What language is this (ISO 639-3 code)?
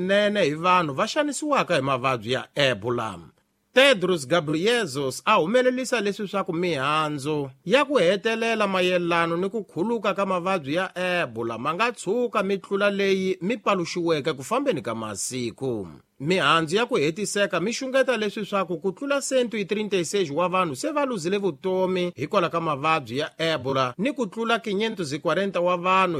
tso